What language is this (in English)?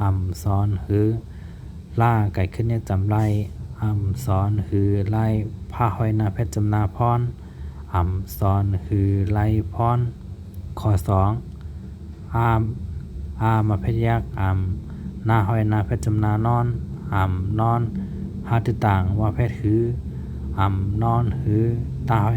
Shan